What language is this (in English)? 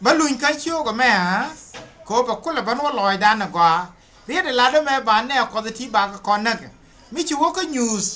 Nuer